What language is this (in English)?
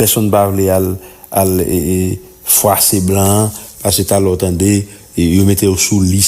Haitian Creole